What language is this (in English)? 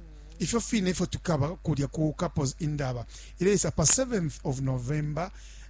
Bemba